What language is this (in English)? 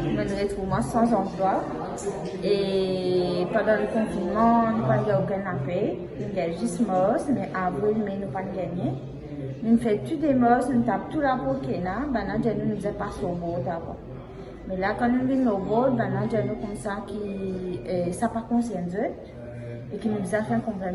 Morisyen